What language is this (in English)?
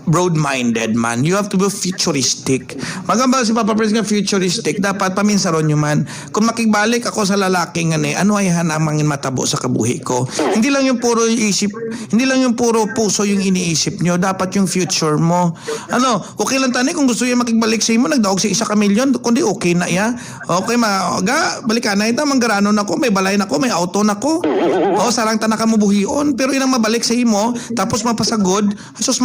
Hiligaynon